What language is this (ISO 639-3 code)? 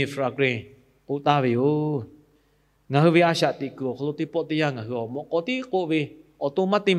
lhu